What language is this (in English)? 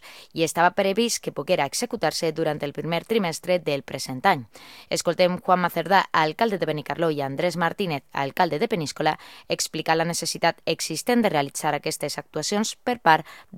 Catalan